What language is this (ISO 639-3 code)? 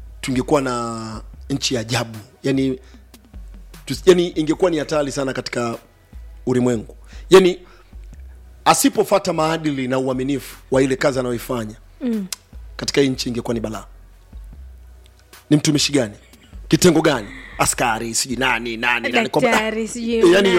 swa